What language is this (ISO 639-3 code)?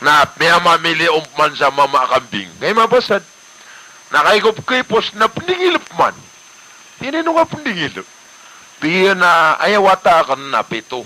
mrw